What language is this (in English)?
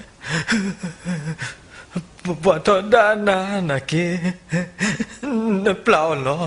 S'gaw Karen